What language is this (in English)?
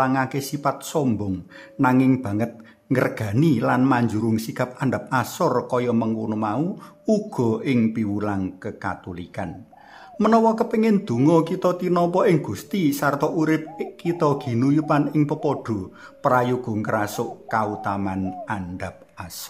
Javanese